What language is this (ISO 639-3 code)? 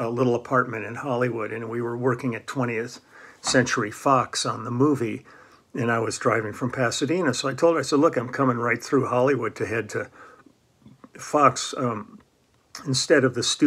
eng